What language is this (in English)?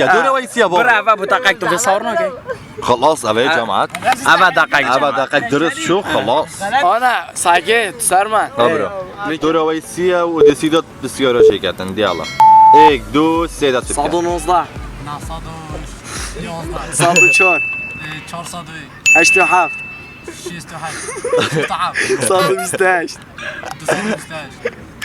Kurdish